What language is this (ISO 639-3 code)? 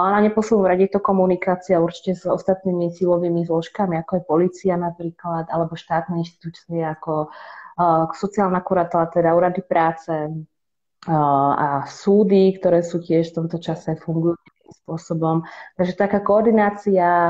slk